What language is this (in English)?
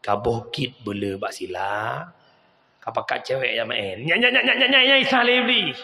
Achinese